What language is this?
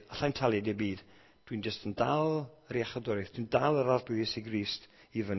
Welsh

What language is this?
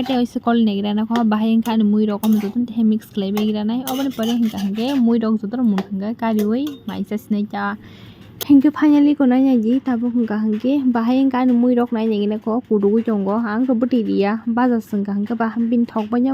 Kok Borok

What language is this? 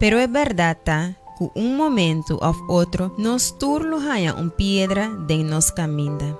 Papiamento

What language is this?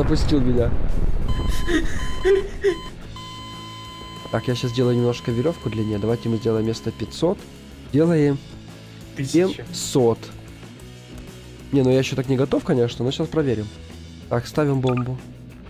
Russian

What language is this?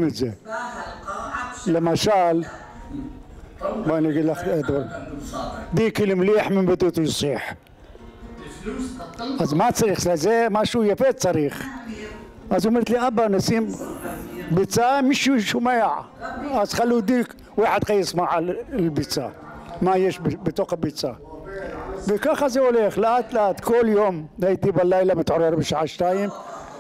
Hebrew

